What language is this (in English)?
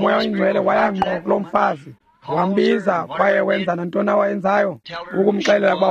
Xhosa